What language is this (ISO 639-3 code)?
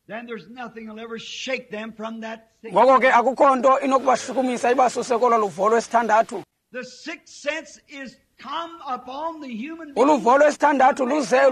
xho